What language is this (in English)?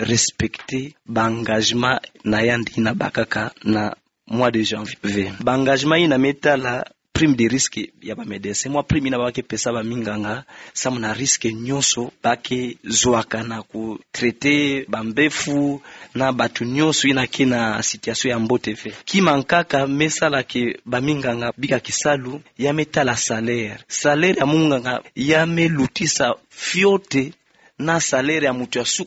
Kituba (Democratic Republic of Congo)